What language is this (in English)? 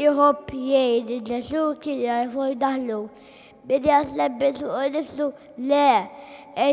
Maltese